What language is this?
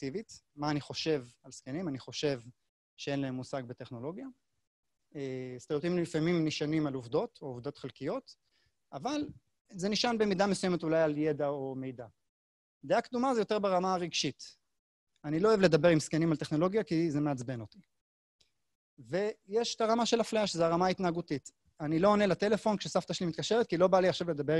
Hebrew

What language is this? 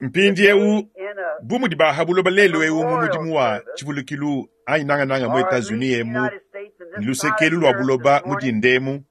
Luba-Lulua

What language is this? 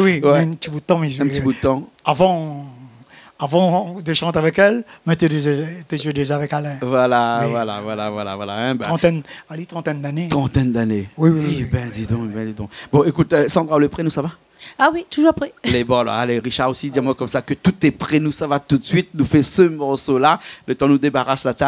Réunion Creole French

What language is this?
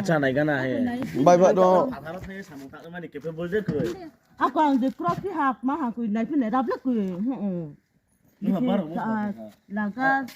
Riang (India)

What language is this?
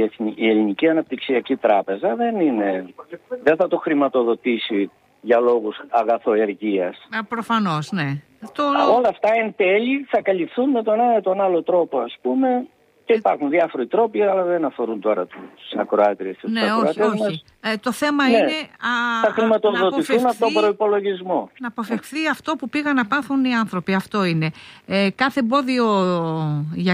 Greek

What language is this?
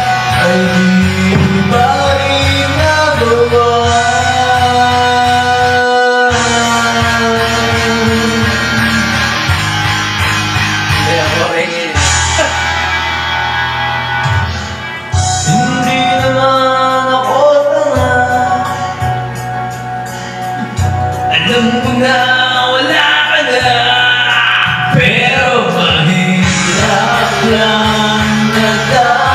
Filipino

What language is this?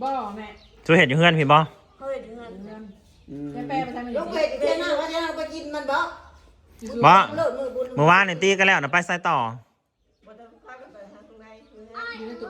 Northeastern Thai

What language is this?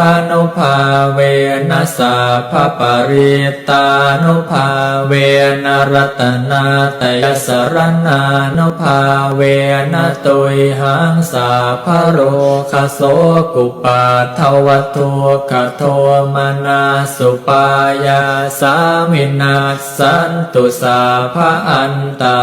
Pali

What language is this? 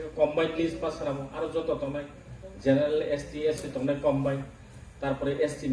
Kok Borok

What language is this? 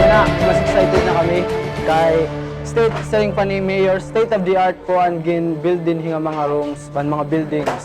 Waray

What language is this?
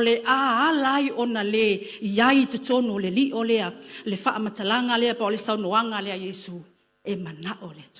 Samoan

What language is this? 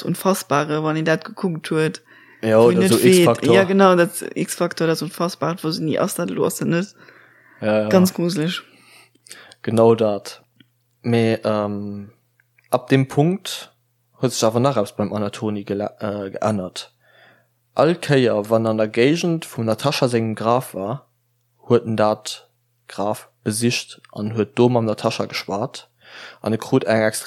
Luxembourgish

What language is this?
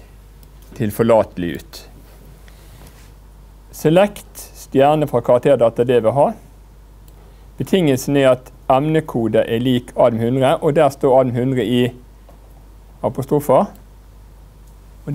Norwegian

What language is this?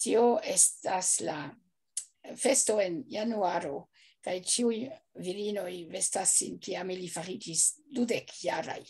Esperanto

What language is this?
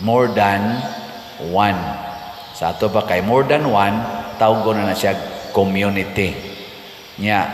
Cebuano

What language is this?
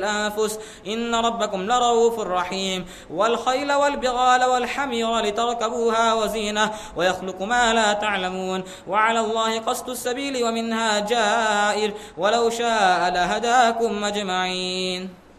Arabic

